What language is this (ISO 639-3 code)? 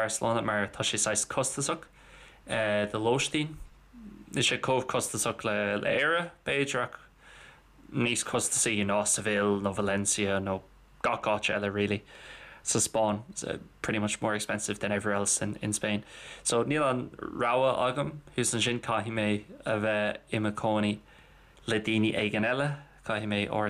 gle